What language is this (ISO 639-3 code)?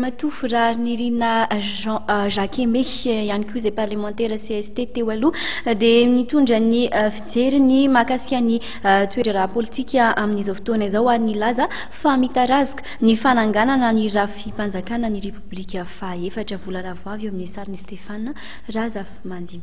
mlg